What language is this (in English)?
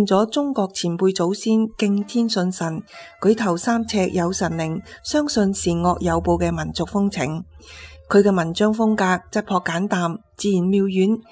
Cantonese